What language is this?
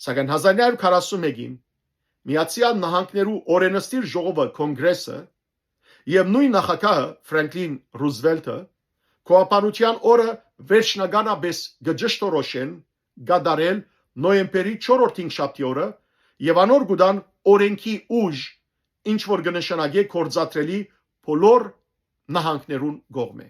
Western Armenian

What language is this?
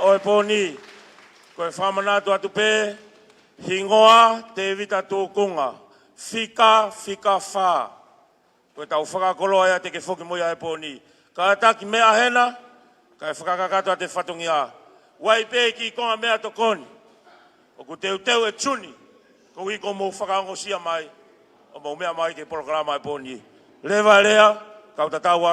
Tongan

